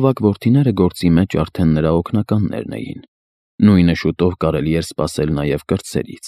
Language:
Armenian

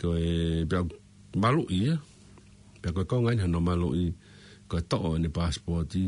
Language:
Tongan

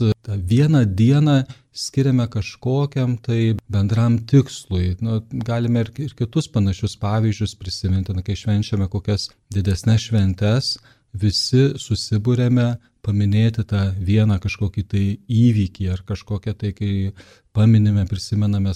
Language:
Lithuanian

